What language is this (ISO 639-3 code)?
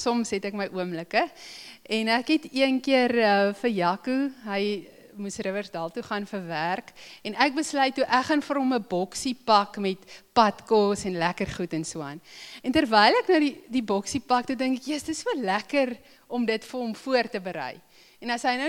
afr